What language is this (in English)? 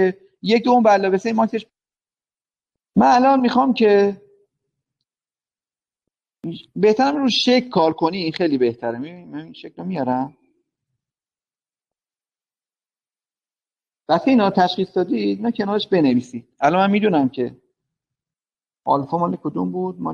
Persian